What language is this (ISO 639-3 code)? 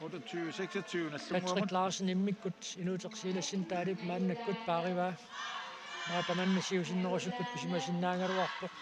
kal